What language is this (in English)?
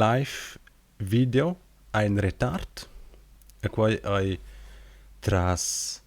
Romansh